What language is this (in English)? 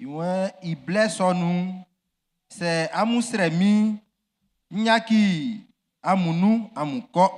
Baoulé